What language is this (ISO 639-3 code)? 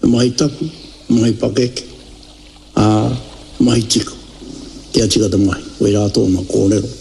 mri